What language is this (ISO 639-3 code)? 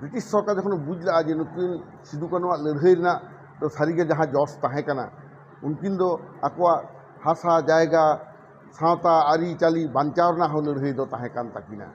sat